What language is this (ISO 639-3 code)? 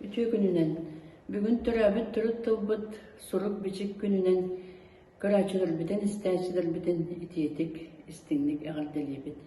sah